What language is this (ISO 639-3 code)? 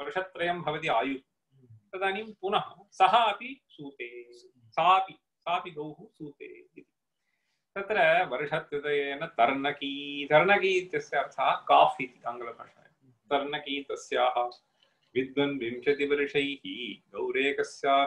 san